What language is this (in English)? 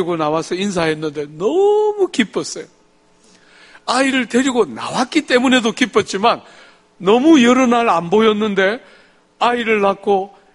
Korean